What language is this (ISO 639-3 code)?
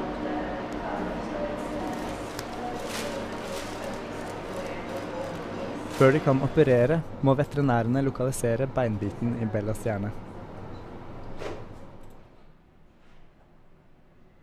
nor